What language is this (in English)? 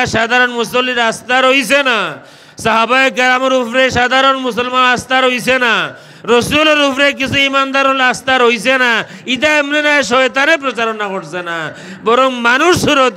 Sylheti